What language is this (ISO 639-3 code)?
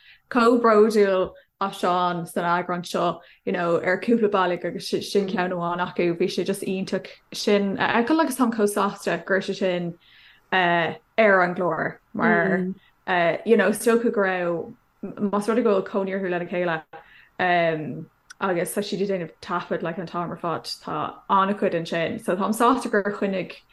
gle